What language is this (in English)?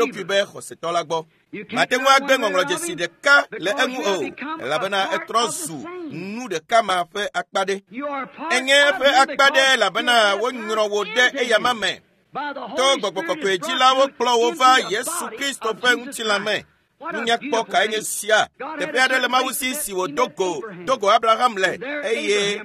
Ewe